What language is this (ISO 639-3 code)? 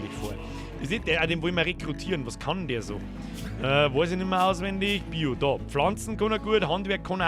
bar